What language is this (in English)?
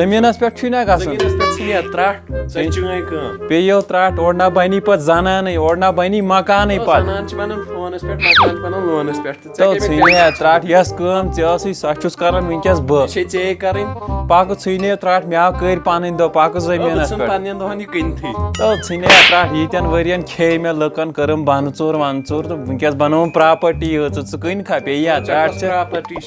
Kashmiri